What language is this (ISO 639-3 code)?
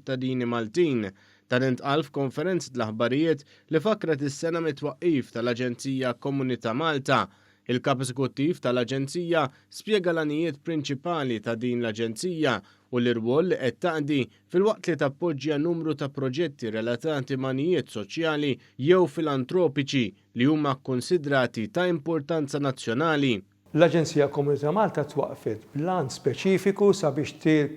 mlt